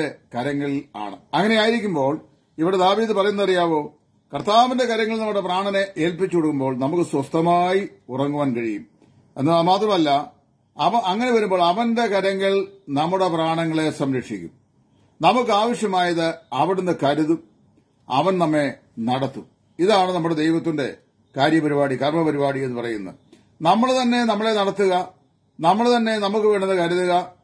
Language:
Malayalam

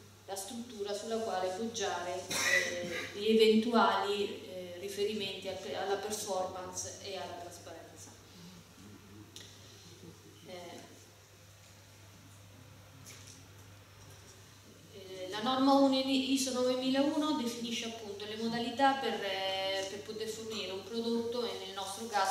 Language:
Italian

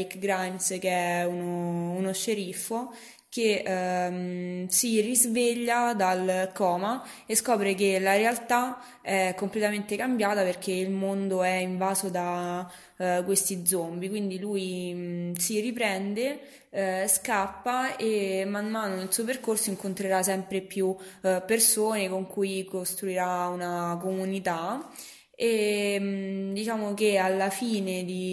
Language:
Italian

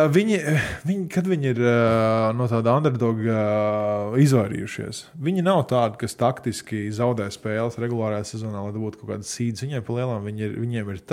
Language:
Latvian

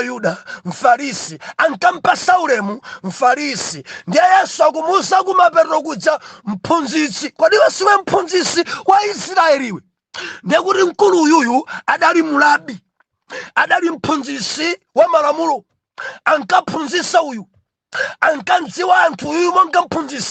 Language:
Nyanja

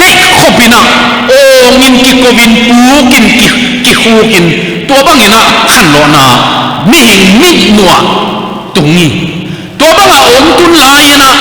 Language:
Tedim Chin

